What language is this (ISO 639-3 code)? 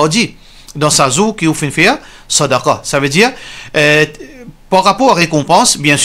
mfe